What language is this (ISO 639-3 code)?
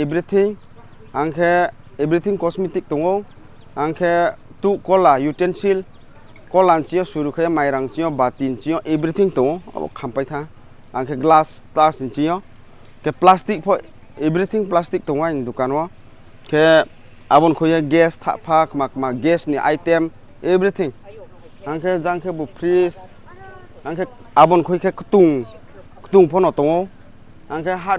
ria